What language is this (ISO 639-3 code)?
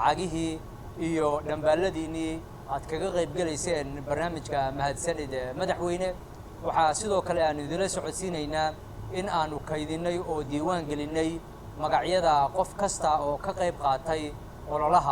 som